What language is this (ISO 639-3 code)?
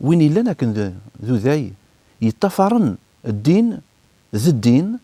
kab